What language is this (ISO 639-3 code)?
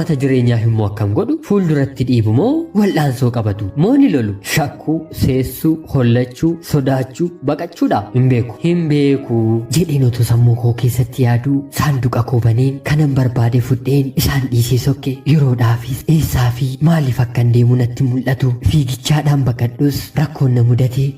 orm